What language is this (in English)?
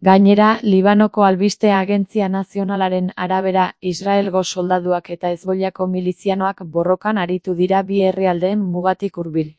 Basque